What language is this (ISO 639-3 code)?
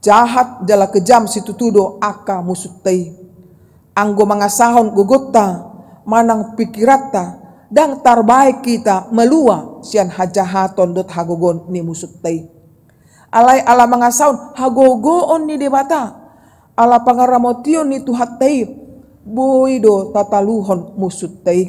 bbc